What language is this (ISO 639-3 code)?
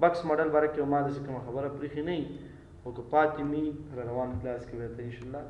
pus